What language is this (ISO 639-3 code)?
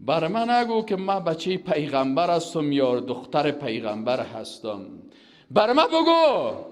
fas